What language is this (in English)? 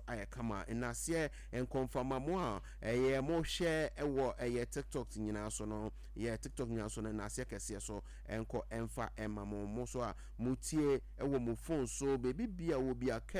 Akan